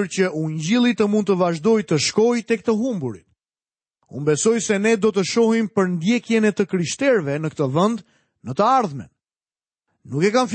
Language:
Albanian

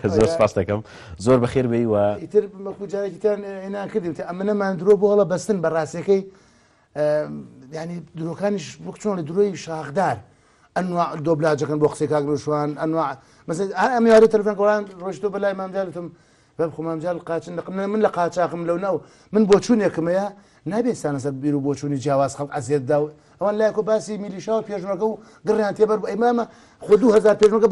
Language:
Central Kurdish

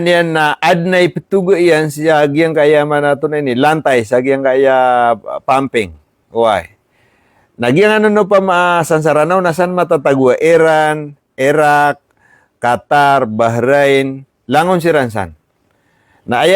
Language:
Maranao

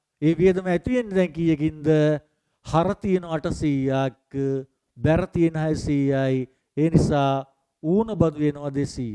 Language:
Sinhala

